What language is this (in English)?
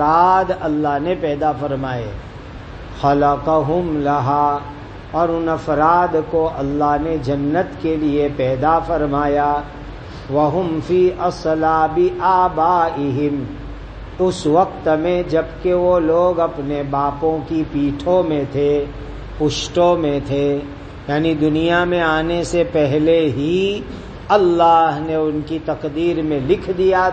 Urdu